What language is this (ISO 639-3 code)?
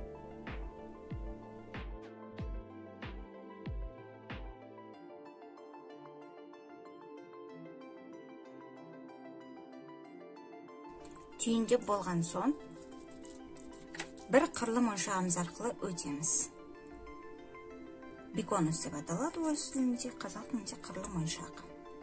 kaz